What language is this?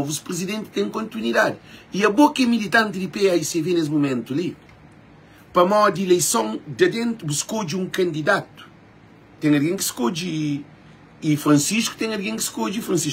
Kabuverdianu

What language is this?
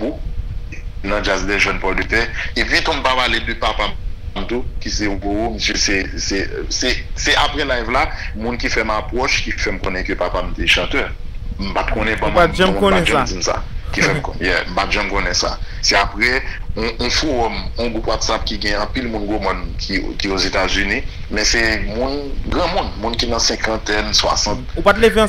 Haitian Creole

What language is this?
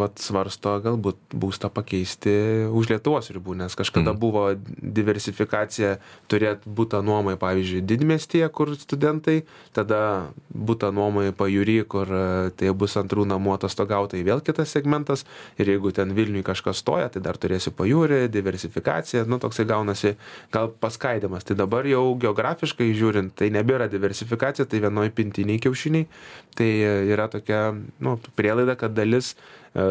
Lithuanian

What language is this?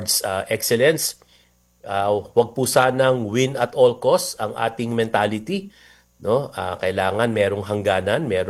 Filipino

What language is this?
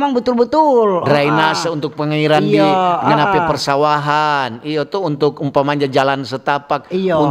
Manado Malay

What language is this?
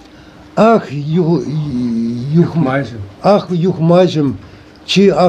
Chuvash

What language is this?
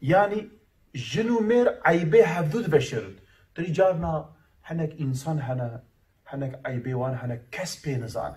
Kurdish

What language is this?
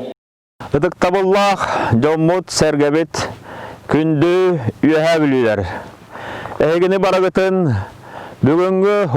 Yakut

